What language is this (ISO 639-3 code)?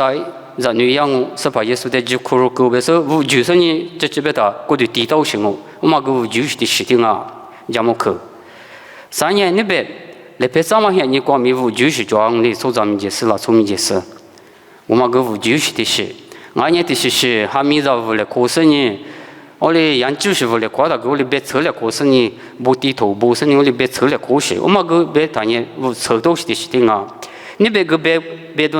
lis